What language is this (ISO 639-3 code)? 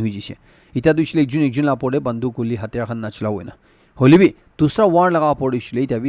nag